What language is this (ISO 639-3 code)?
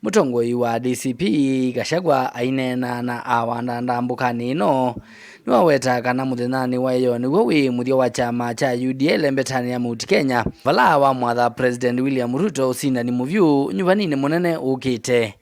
kam